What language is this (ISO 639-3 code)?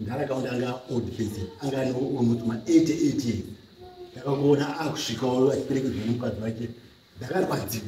sna